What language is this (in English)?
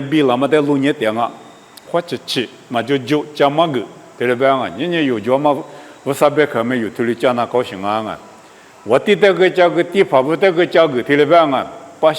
Lisu